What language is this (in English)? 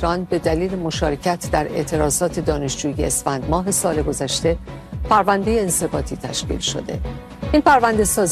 Persian